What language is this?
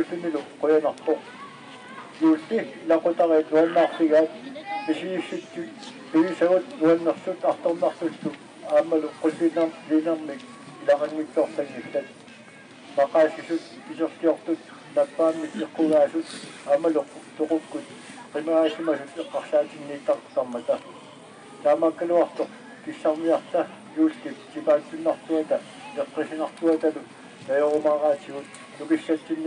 Kalaallisut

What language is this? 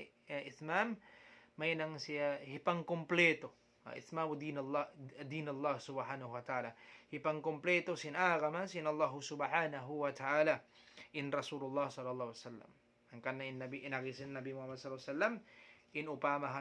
Tausug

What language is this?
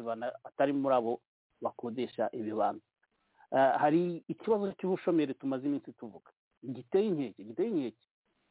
Kinyarwanda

